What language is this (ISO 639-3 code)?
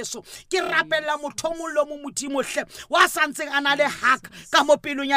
sot